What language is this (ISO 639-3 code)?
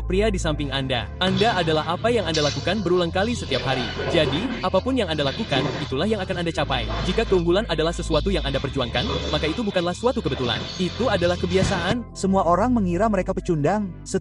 ind